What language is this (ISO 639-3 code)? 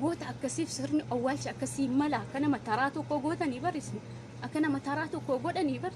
orm